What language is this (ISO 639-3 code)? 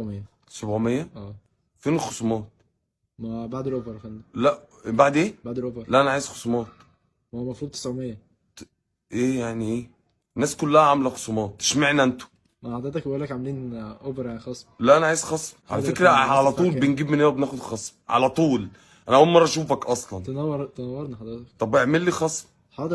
arz